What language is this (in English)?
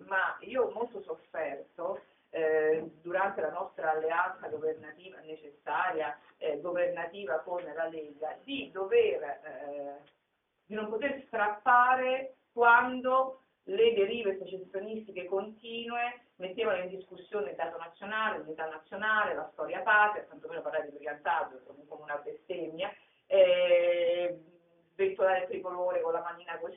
Italian